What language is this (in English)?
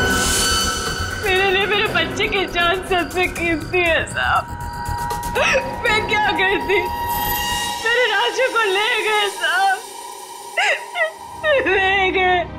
Hindi